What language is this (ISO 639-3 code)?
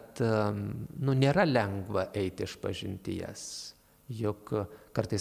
lit